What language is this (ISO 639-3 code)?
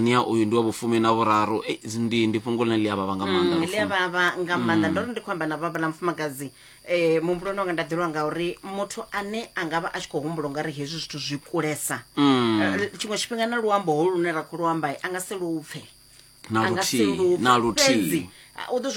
ven